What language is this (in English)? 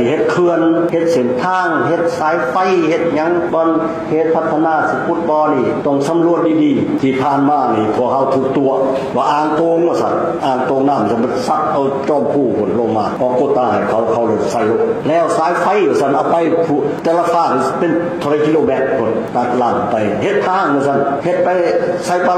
Lao